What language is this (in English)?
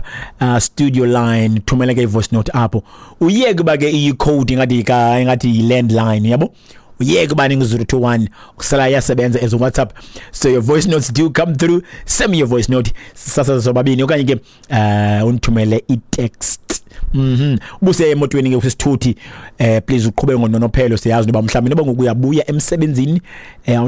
Xhosa